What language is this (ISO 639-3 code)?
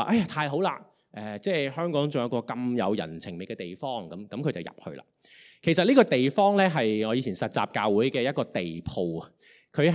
yue